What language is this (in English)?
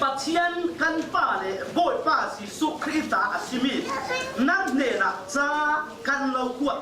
Falam Chin